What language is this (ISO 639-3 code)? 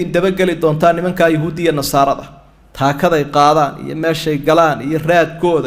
som